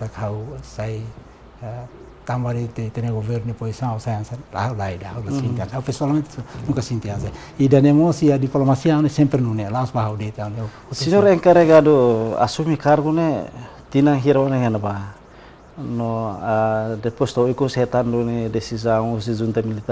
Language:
Tetum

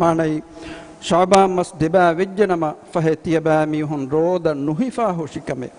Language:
Divehi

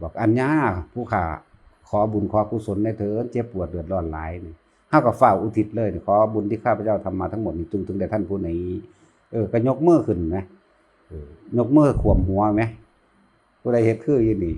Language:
Northeastern Thai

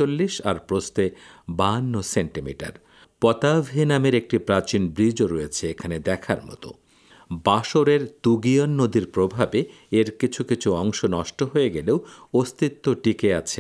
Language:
Bangla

